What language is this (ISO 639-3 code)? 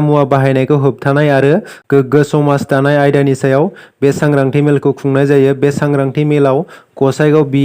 brx